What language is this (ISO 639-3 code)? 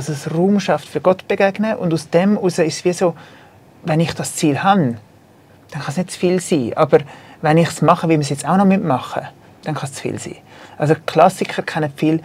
gsw